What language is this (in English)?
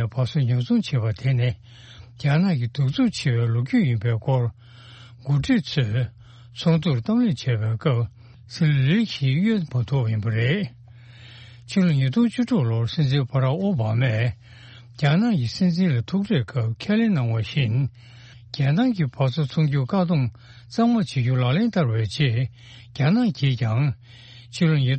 Tibetan